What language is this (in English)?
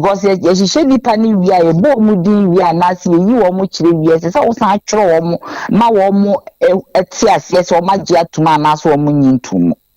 Akan